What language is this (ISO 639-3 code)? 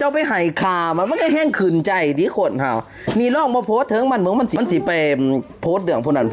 tts